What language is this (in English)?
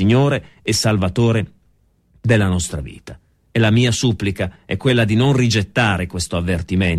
Italian